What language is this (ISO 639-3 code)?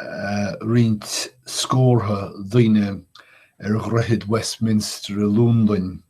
gle